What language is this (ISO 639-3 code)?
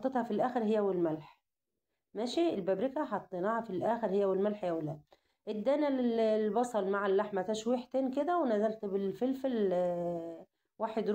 arz